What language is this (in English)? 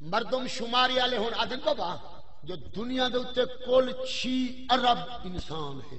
Saraiki